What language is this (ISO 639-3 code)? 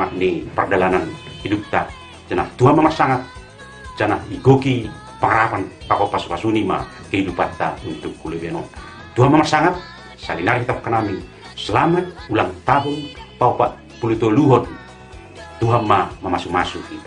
bts